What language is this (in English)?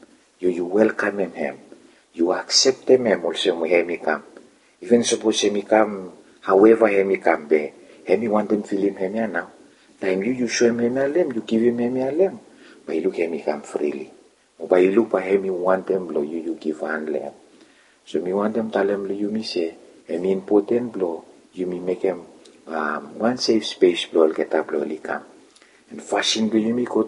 Bislama